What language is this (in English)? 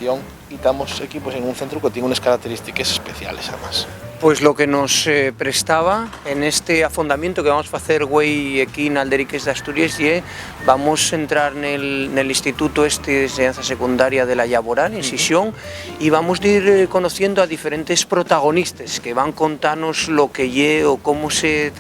Asturian